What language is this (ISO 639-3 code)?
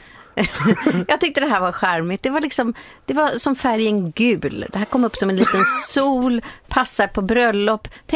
swe